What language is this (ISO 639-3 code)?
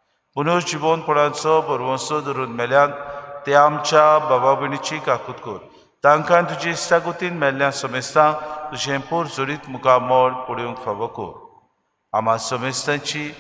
kok